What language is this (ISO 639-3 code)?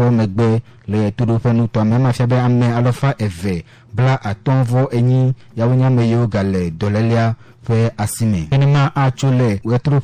ewe